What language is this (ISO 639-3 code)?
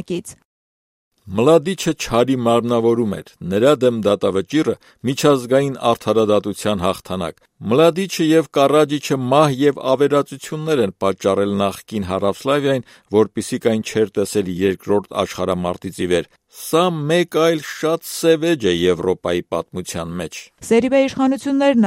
hye